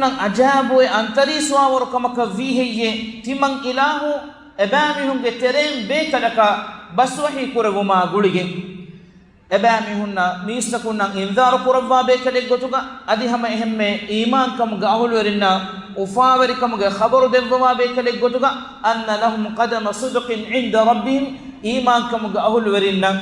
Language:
Divehi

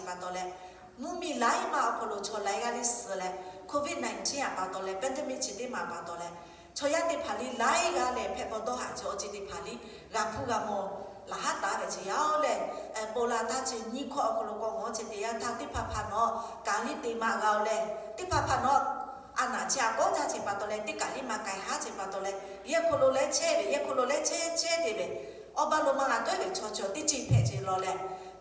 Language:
Lahu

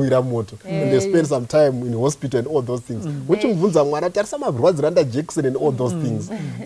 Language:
Shona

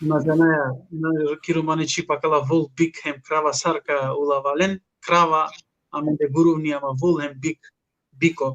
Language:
Balkan Romani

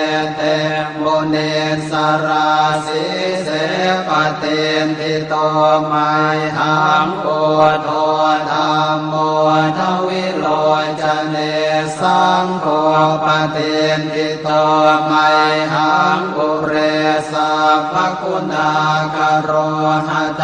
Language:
Pali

